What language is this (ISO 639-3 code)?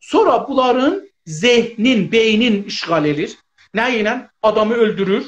azb